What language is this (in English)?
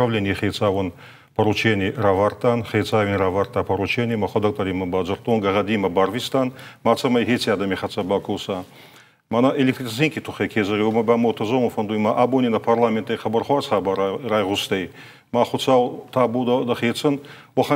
Ossetic